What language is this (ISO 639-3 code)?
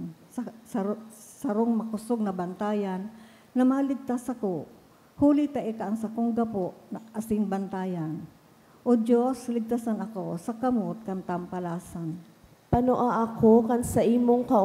bik